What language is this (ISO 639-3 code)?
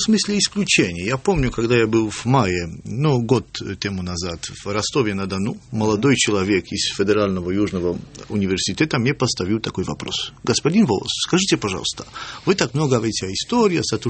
rus